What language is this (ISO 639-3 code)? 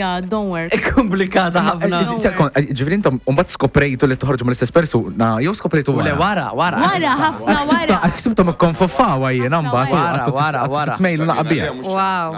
mlt